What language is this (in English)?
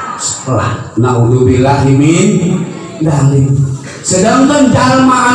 Sundanese